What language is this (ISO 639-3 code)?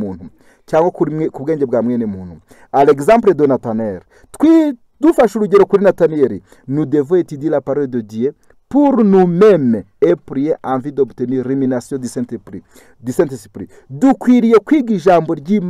kin